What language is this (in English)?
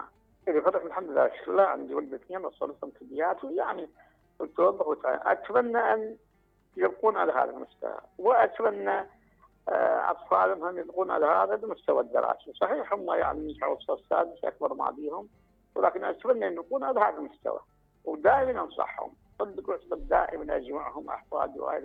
Mesopotamian Arabic